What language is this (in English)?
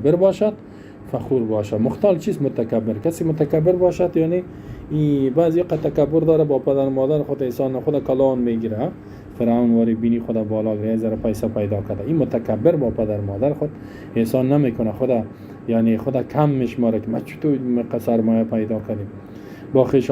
Persian